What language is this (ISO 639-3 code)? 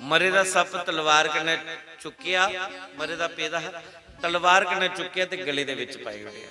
doi